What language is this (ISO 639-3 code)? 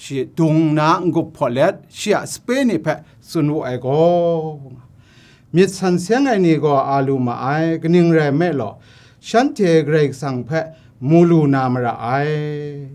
kac